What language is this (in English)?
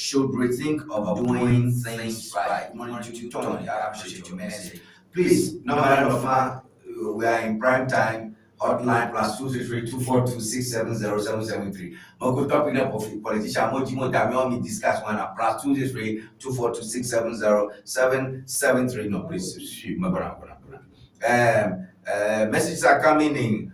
Ewe